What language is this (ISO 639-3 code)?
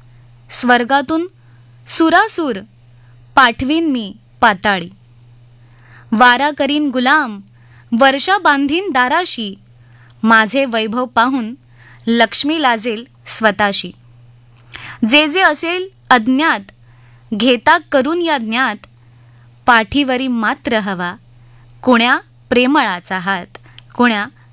mar